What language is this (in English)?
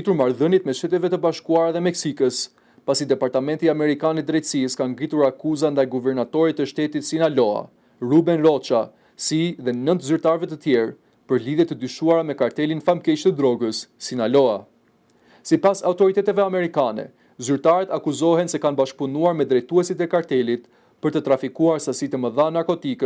Albanian